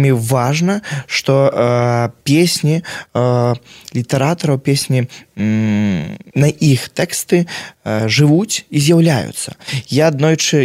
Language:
Belarusian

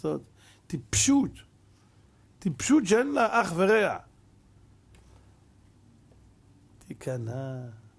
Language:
Hebrew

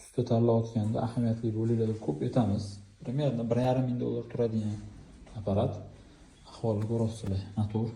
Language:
Uzbek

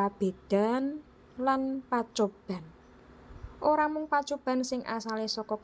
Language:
Javanese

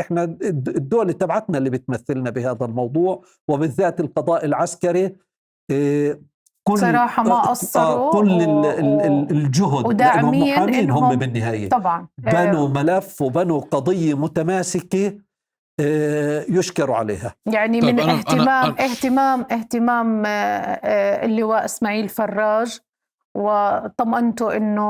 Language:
North Levantine Arabic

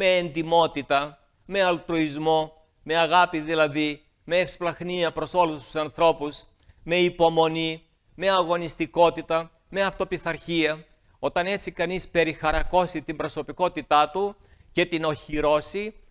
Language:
Greek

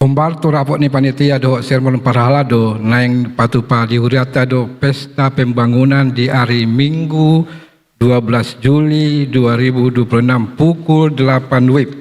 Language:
Batak Toba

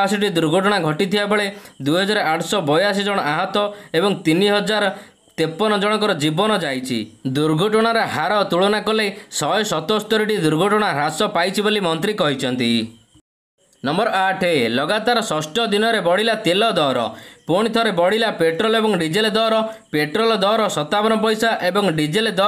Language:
Odia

